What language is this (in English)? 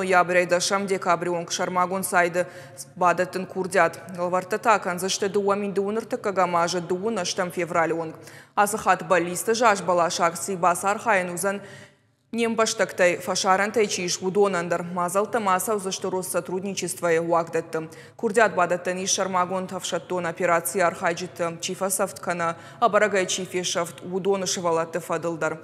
Ossetic